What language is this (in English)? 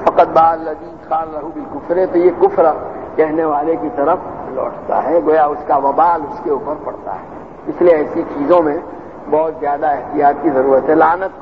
Urdu